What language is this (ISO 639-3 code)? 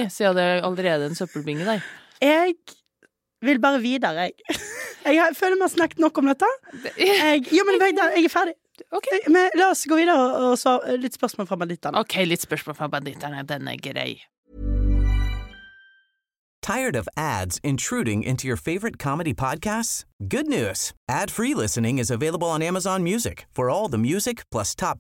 nor